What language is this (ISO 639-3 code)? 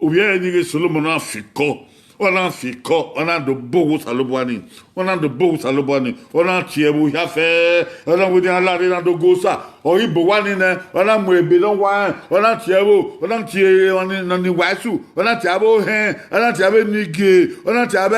bin